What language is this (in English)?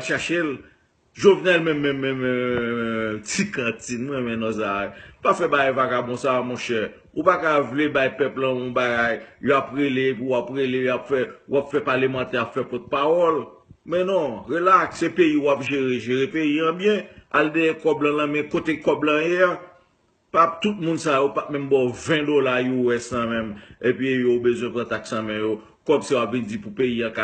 Haitian Creole